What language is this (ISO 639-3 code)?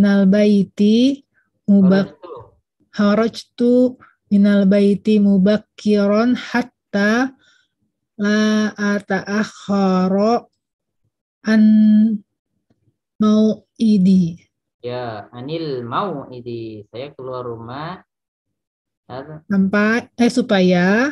ind